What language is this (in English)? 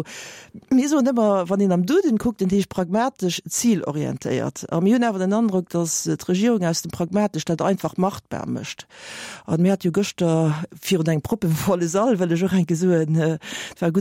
Luxembourgish